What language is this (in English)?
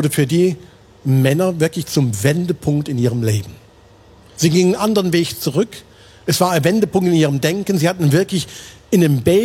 Swiss German